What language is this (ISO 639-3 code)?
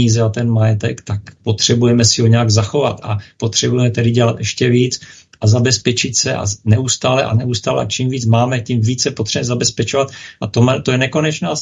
ces